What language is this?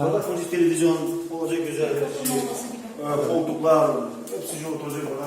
Gagauz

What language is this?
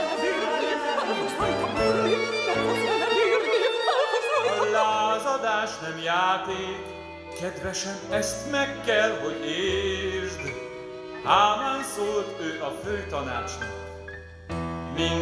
Hungarian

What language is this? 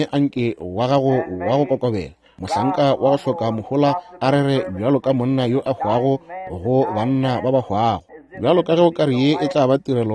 Northern Sotho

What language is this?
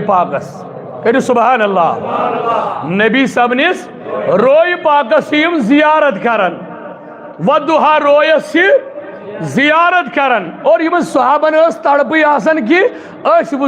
Kashmiri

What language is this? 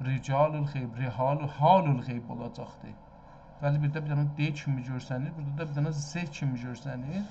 South Azerbaijani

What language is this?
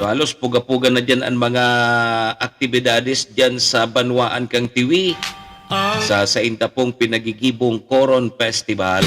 Bikol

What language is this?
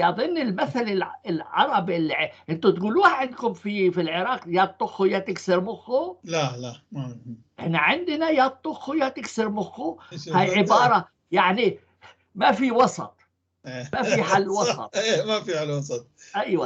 North Levantine Arabic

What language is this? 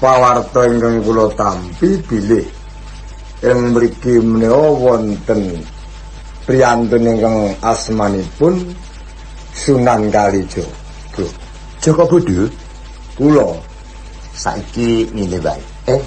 Javanese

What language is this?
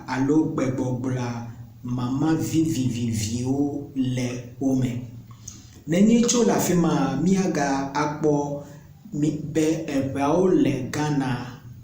Ewe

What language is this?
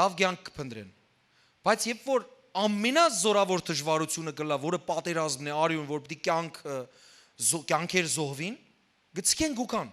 Western Armenian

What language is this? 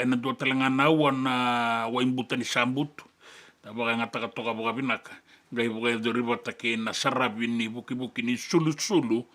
Fijian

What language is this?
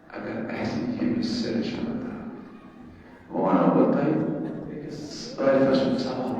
Kashmiri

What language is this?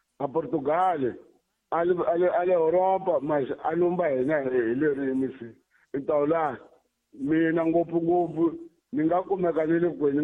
Tsonga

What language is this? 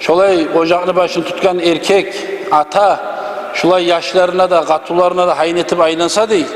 Kumyk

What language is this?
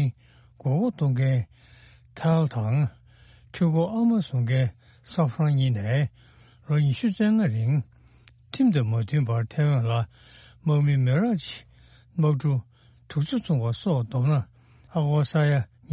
Tibetan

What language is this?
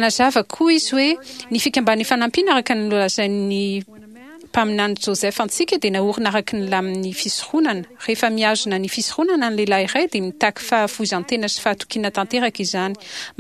Malagasy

